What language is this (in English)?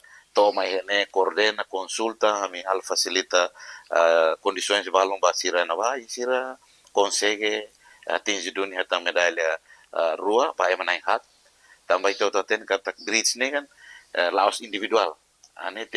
Tetum